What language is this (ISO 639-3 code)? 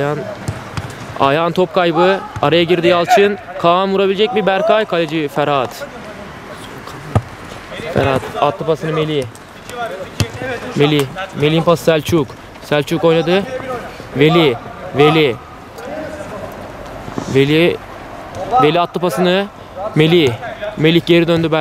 tur